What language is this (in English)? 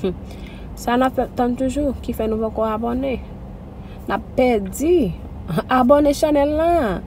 Haitian Creole